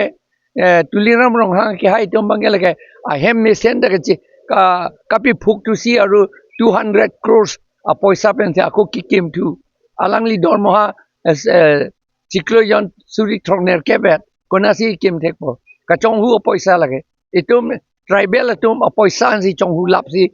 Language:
Karbi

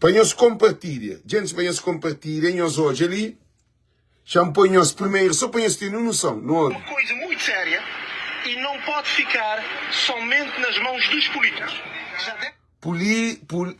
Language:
Kabuverdianu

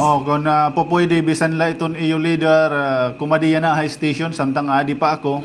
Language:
Waray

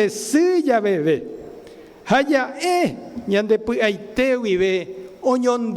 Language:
Guarani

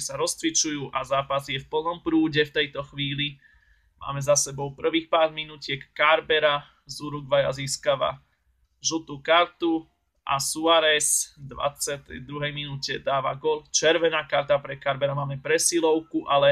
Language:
Slovak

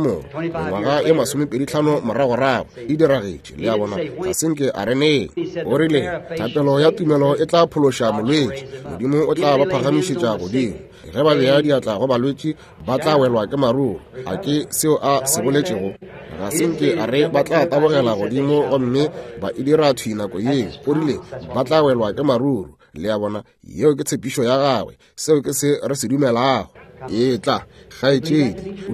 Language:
Northern Sotho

